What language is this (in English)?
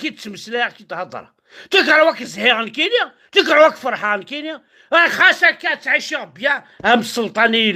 Kabyle